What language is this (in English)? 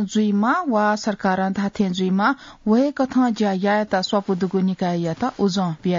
Newari